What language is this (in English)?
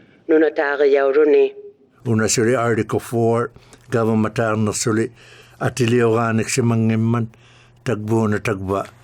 Inuktitut